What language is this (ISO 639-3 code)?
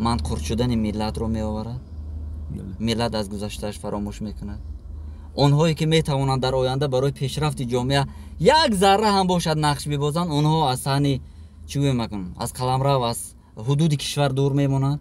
tgk